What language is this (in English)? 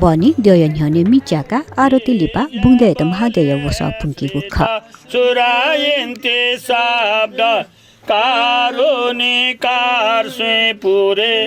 Newari